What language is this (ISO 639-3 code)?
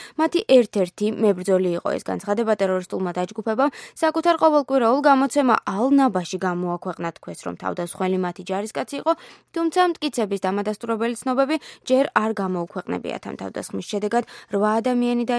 kat